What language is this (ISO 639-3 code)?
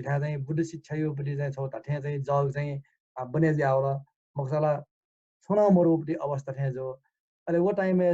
new